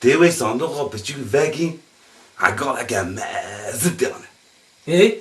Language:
Kurdish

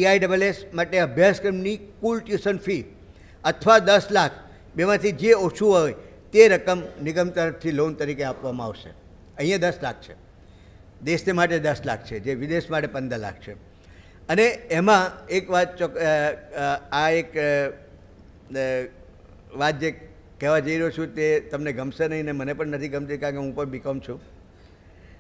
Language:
Gujarati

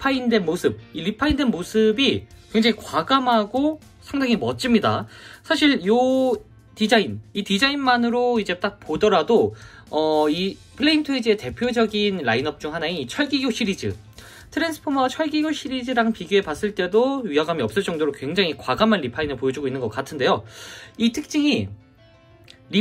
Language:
Korean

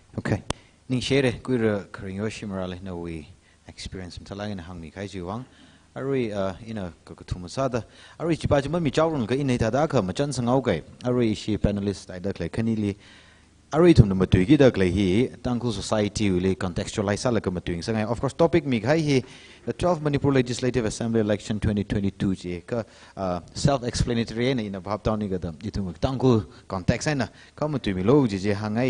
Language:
Tangkhul Naga (India)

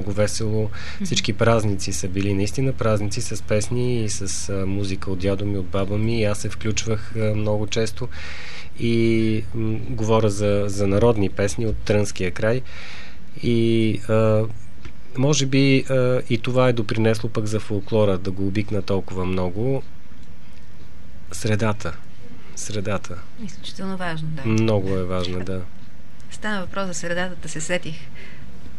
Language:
Bulgarian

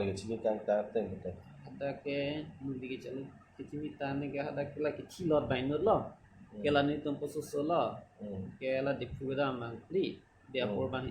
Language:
Karbi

